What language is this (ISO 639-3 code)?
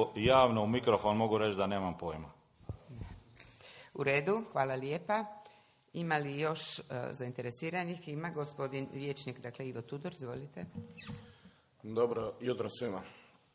hrv